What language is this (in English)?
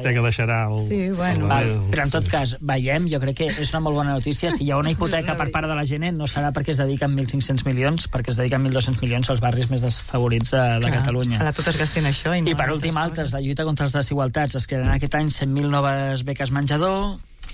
Catalan